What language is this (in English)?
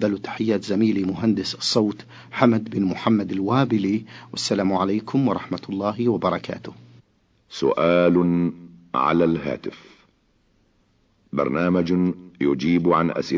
Arabic